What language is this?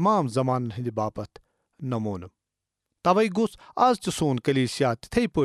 Kashmiri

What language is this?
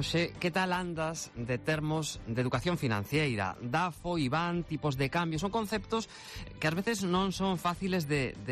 Galician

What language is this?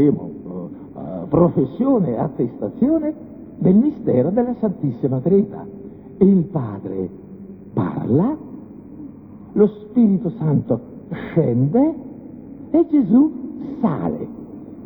Italian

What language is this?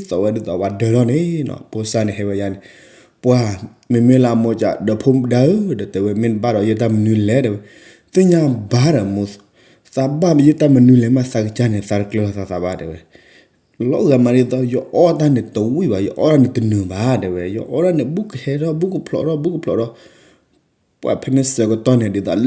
S'gaw Karen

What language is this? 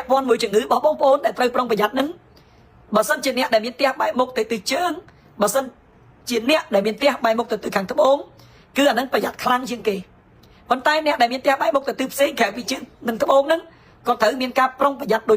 Khmer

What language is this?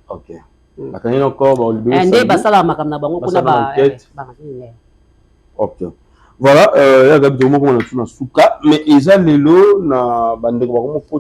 Lingala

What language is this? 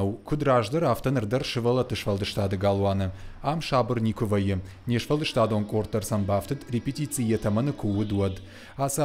Ossetic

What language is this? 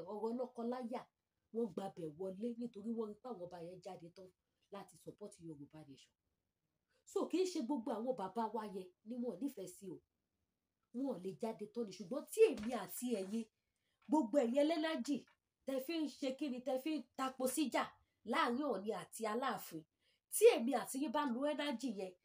Yoruba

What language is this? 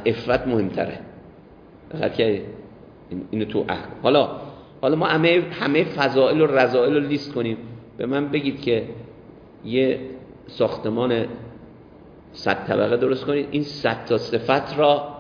Persian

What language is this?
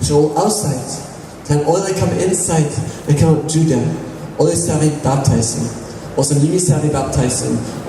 Tok Pisin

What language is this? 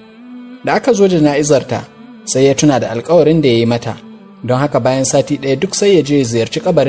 Hausa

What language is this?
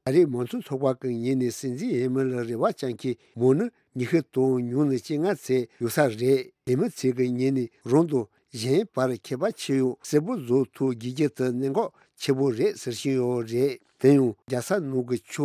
Tibetan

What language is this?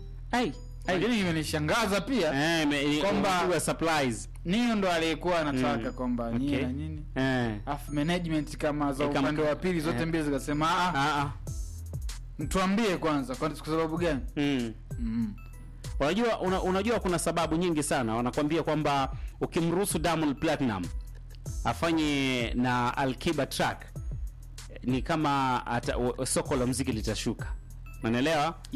Swahili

